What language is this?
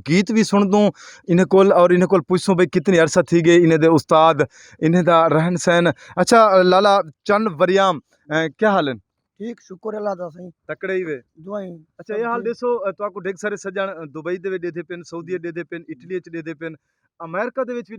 Saraiki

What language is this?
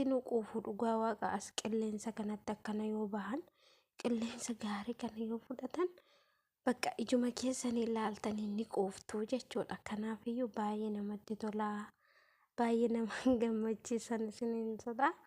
Oromo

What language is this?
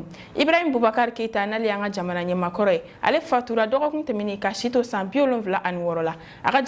Bambara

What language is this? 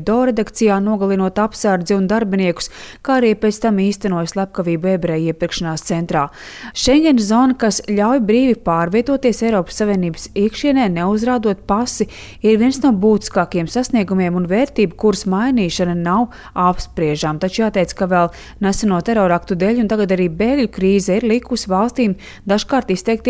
Latvian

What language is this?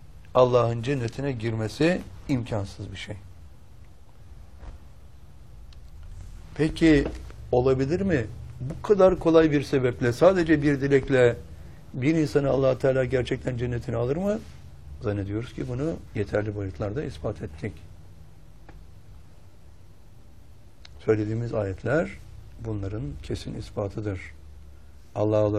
Turkish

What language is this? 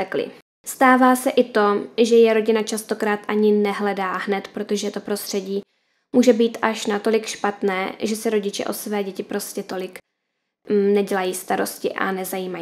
Czech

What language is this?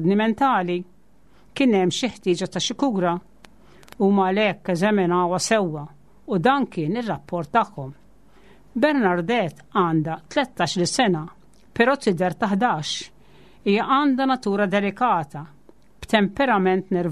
Maltese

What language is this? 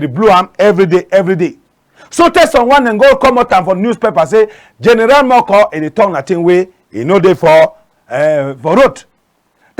Cameroon Pidgin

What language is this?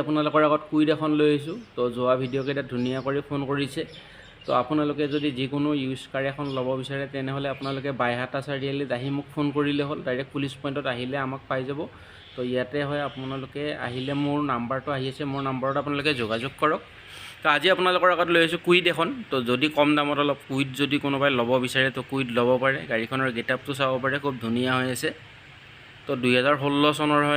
Assamese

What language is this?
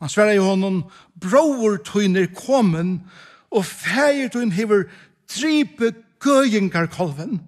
Faroese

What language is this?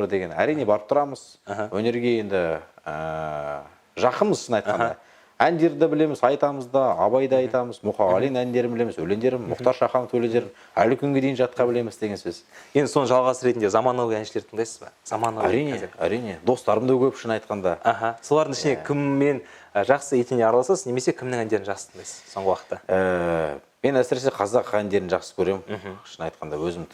Kazakh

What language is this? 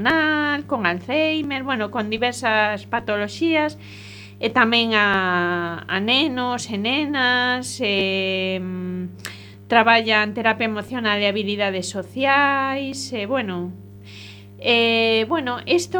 Galician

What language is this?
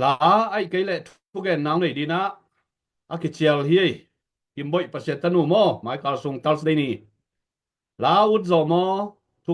Tedim Chin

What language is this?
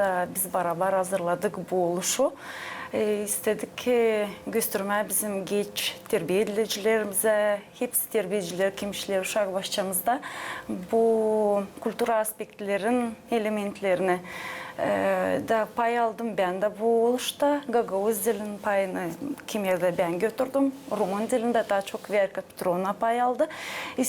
Gagauz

